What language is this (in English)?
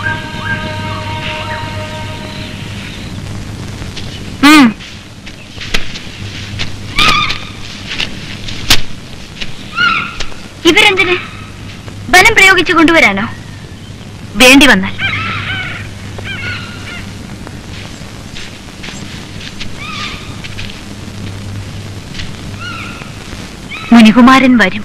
Malayalam